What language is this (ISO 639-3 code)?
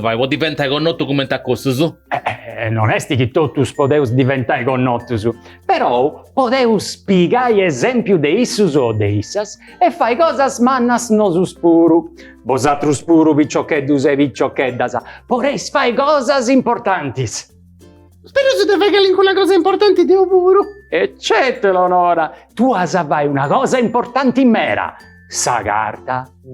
srd